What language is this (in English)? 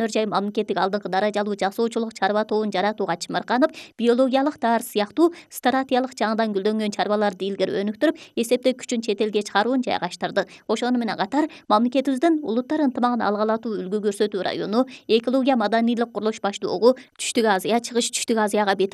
Kyrgyz